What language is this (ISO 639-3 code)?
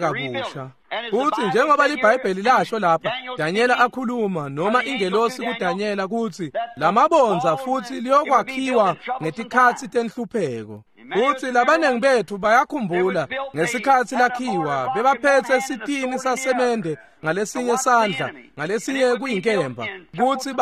ssw